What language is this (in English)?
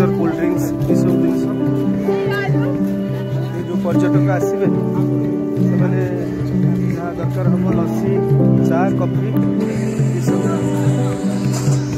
Odia